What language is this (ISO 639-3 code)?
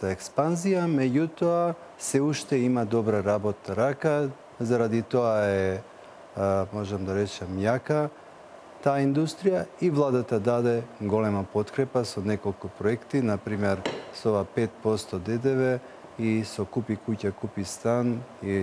mkd